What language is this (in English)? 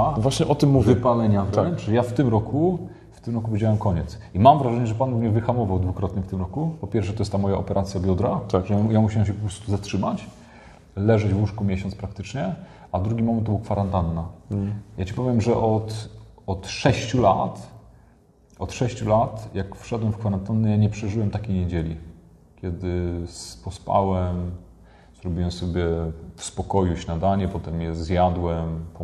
Polish